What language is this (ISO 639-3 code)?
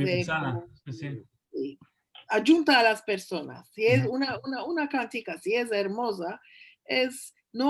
lad